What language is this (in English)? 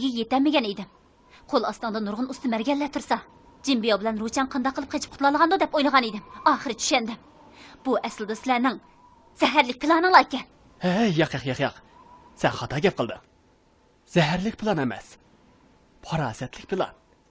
Uyghur